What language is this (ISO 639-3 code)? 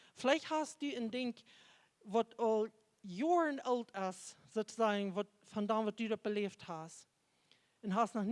pdt